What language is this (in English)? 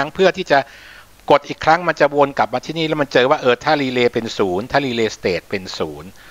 Thai